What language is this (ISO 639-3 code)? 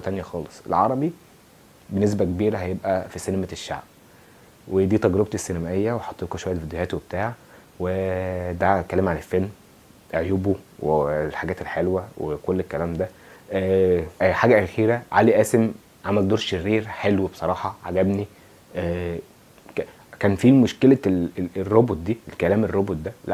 arz